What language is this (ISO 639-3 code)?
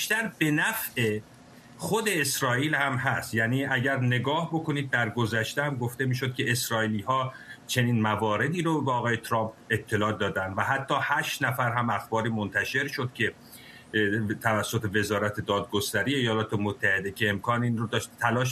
fas